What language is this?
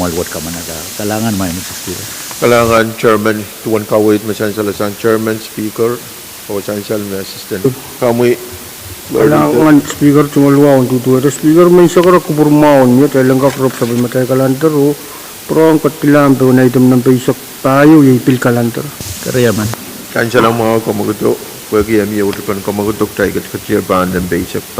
Pohnpeian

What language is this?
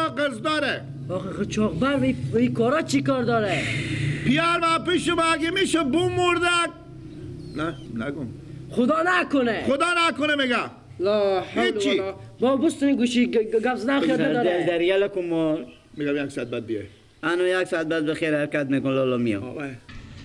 Persian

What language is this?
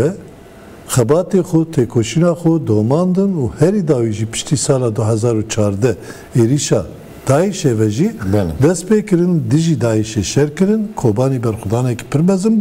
Kurdish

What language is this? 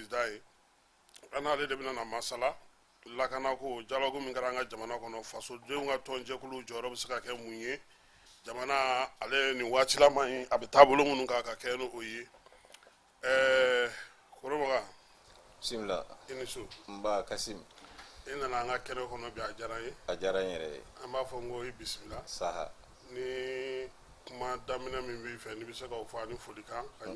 Bambara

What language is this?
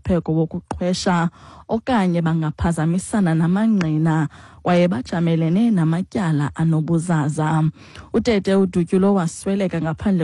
Xhosa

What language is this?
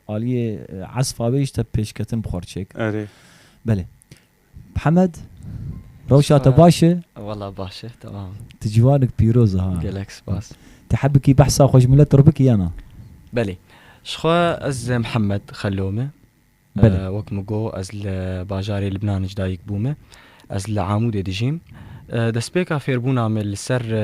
Kurdish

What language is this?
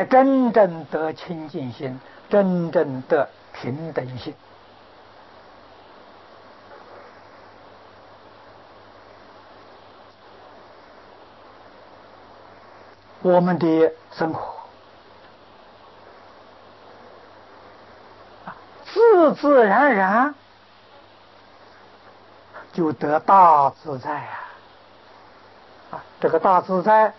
Chinese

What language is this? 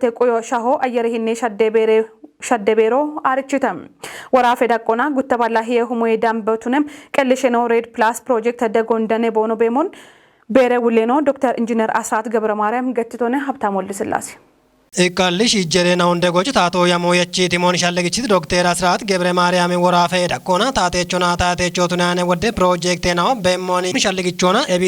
Kafa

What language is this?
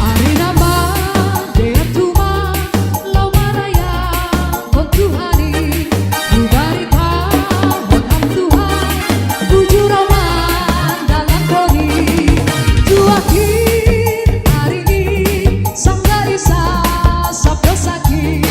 Batak Simalungun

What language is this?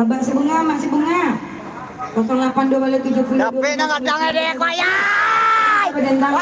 Minangkabau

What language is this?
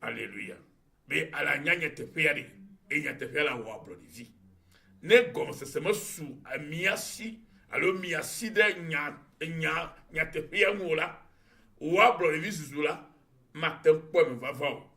Ewe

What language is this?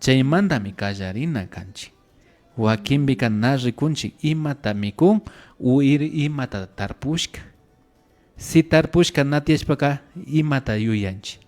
Imbabura Highland Quichua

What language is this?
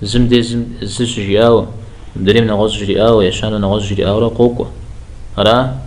Kabardian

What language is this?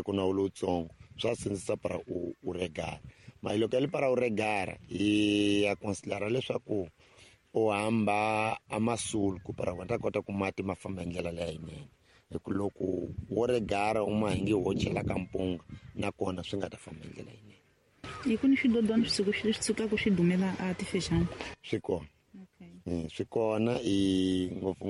Tsonga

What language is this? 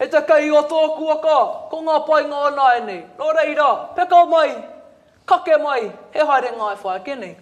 Māori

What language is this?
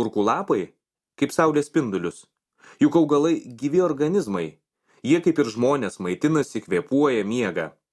Lithuanian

